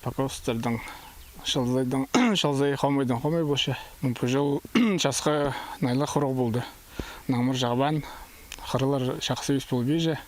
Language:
Khakas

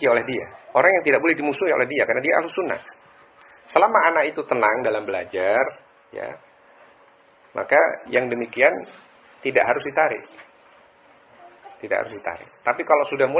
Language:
Indonesian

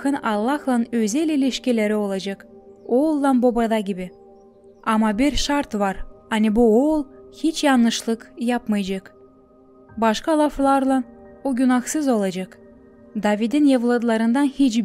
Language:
Gagauz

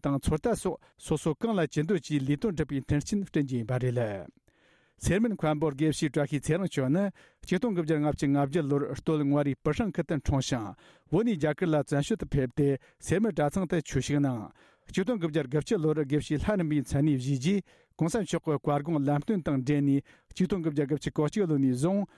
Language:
Tibetan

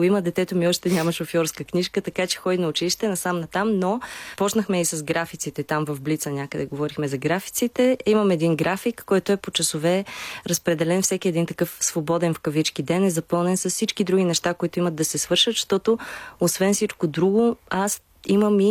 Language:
Bulgarian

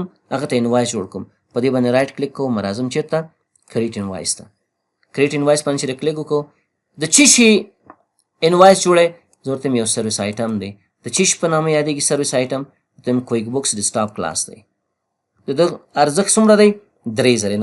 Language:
Pashto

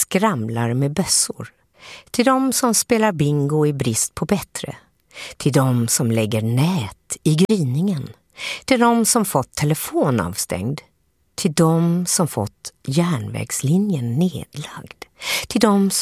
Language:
Swedish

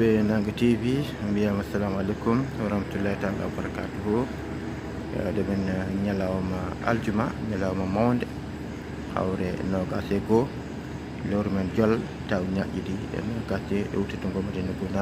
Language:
Fula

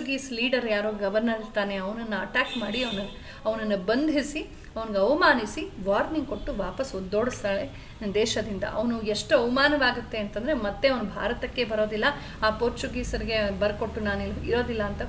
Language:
Kannada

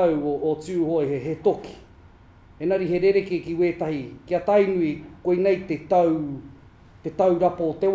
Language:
Māori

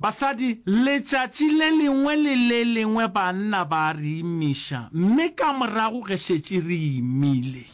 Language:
Northern Sotho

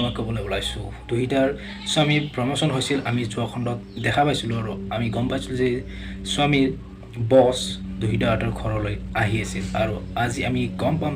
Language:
Assamese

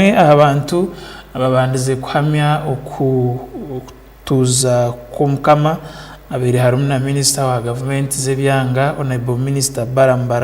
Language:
Tooro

